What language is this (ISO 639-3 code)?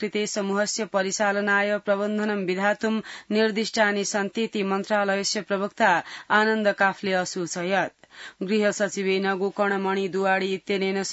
san